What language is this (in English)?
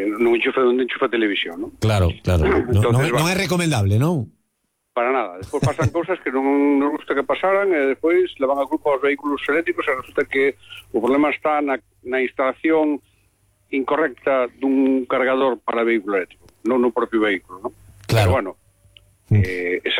Galician